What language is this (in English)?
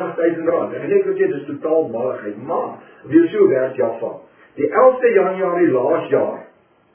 Afrikaans